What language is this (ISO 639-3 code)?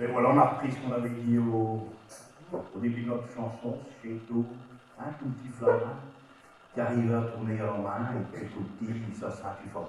pcd